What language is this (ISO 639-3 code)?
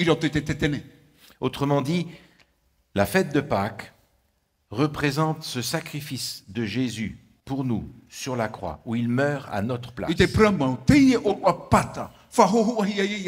tah